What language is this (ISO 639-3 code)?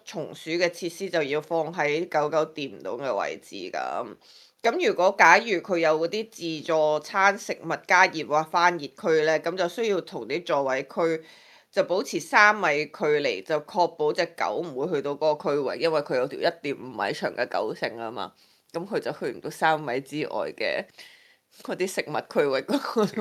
yue